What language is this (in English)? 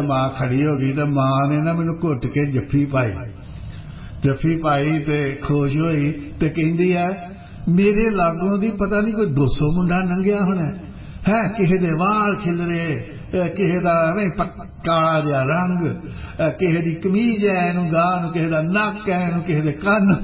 Punjabi